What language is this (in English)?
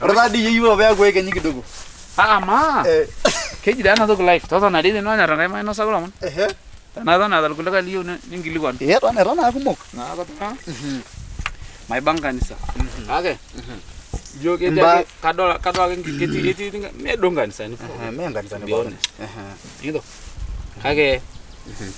Masai